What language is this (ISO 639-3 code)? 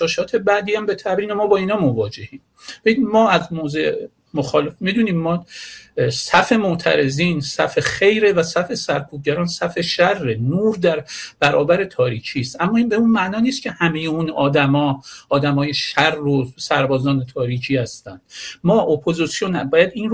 fas